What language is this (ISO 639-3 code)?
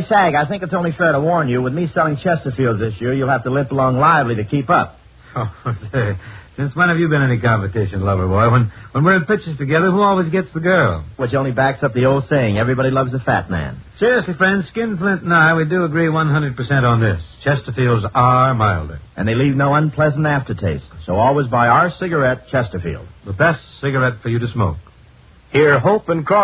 eng